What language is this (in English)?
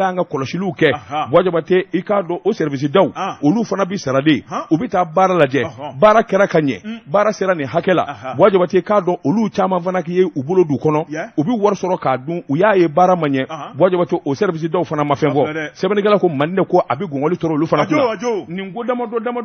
Bambara